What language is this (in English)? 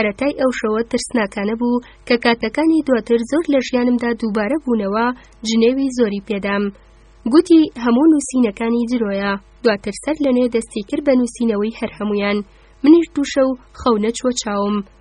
Central Kurdish